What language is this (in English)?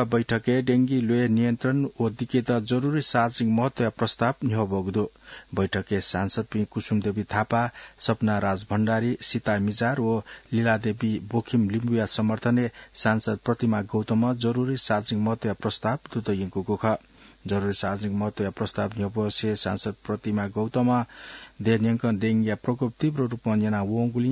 Newari